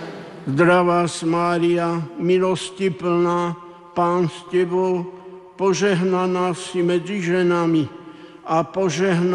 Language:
Slovak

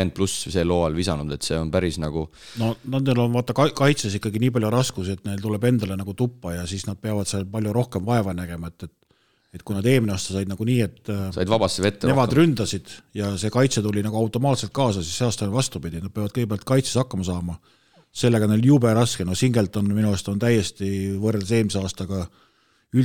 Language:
Estonian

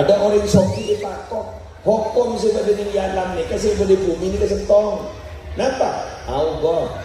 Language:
Madurese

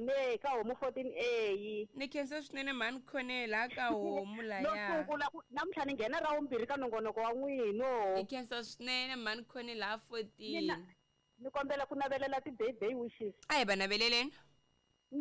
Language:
Tsonga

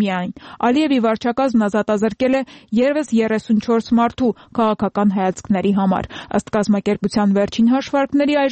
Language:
Armenian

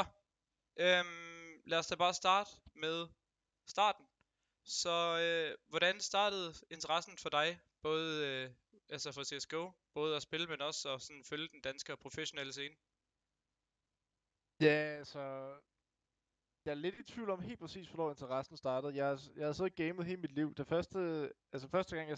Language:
Danish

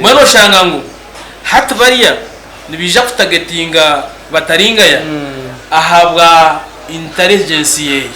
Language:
Nyankole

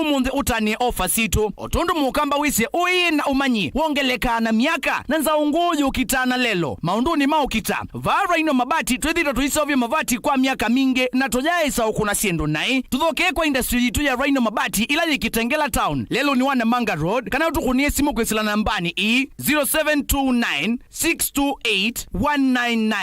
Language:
Kamba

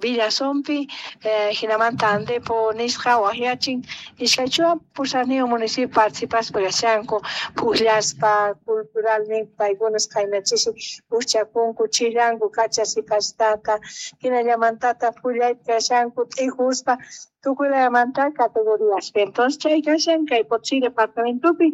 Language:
Quechua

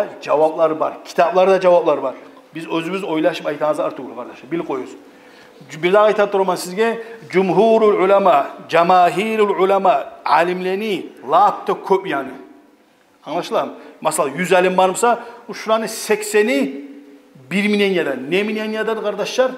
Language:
Kumyk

